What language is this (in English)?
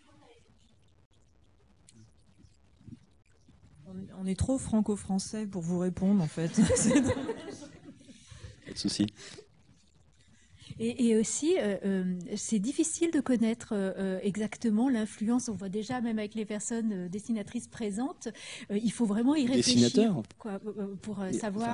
French